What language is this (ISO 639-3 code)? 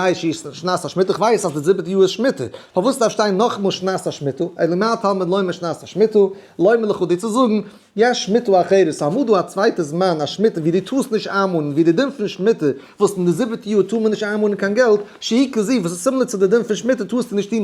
yid